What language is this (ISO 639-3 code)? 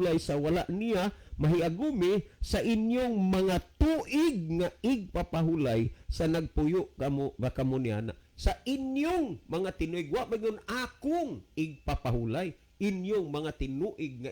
ceb